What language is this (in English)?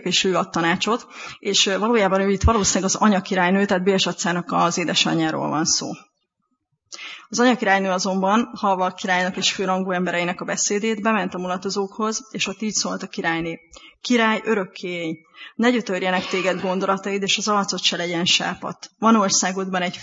Hungarian